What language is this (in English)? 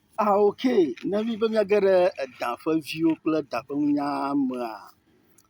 Ewe